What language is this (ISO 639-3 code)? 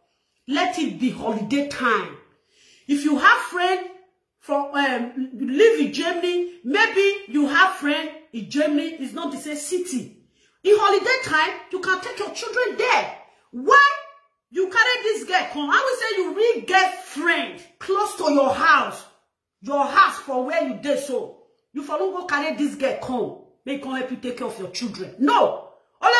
pcm